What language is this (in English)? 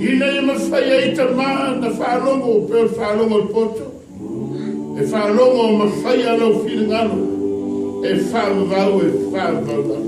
Samoan